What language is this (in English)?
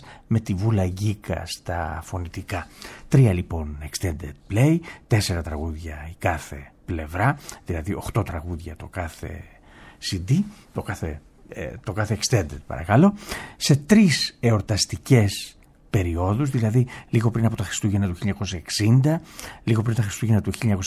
Greek